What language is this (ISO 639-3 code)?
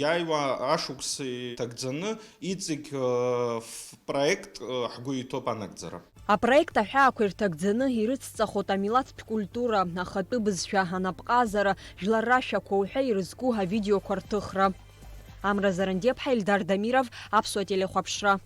abk